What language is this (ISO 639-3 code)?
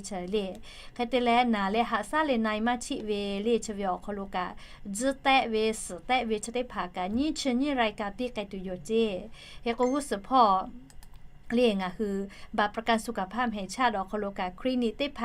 lhu